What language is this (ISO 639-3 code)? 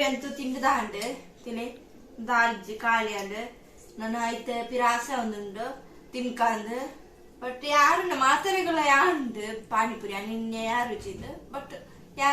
tcy